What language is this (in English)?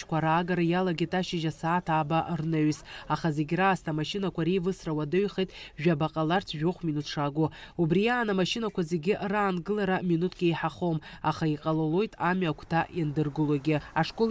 Abkhazian